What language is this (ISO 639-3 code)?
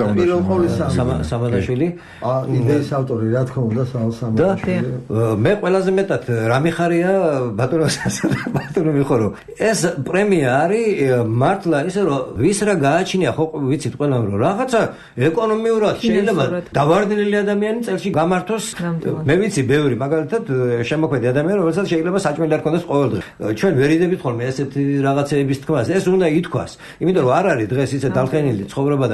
kat